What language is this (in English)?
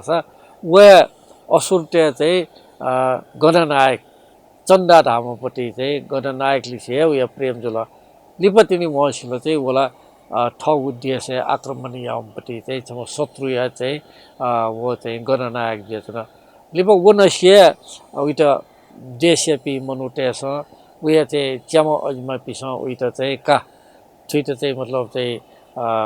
Newari